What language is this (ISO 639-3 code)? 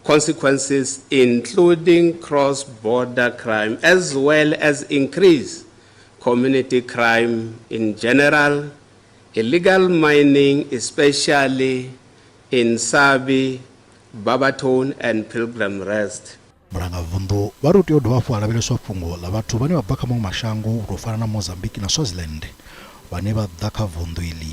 ven